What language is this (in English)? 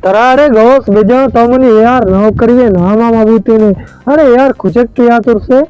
Baluchi